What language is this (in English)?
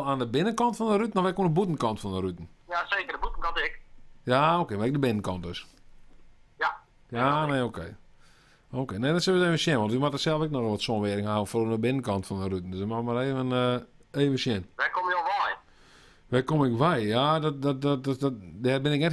Western Frisian